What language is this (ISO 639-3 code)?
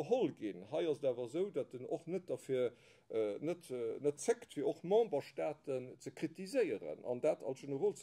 ltz